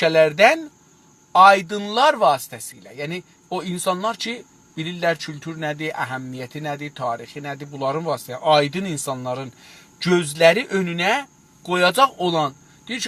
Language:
South Azerbaijani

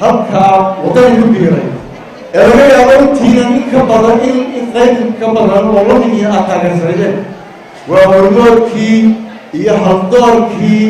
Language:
Somali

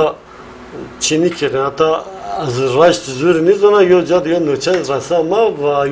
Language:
Zaza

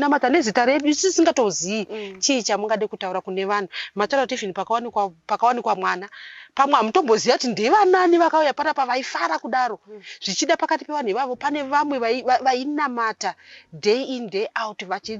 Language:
Shona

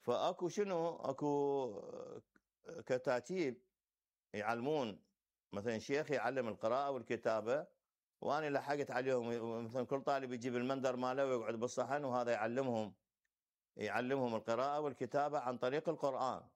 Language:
Mesopotamian Arabic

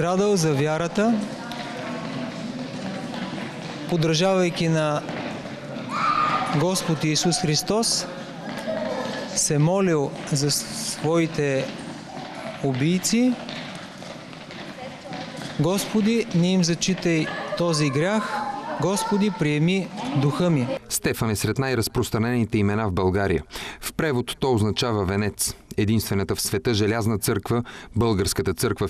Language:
Bulgarian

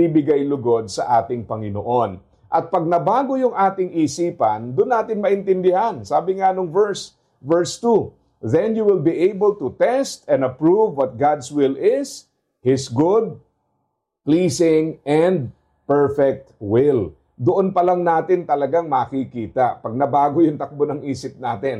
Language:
Filipino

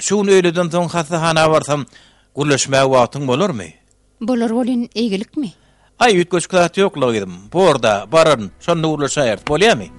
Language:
Turkmen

